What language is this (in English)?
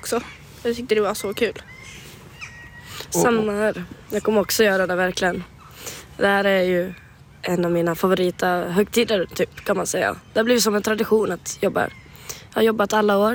Swedish